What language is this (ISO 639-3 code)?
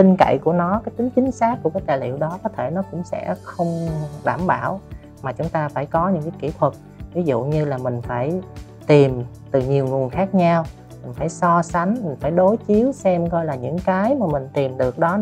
vie